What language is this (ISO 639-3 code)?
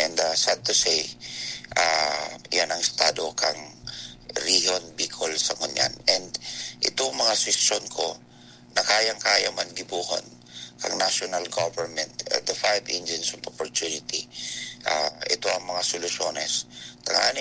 bik